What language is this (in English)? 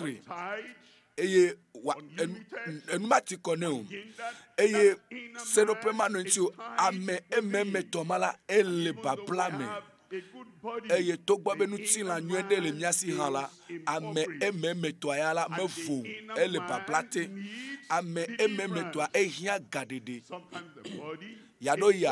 Ewe